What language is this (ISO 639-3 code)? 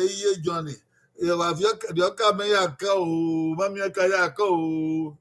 bin